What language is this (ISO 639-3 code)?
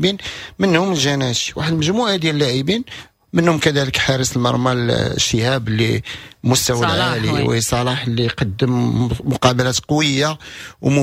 ary